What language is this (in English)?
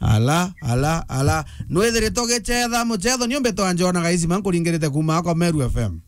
Meru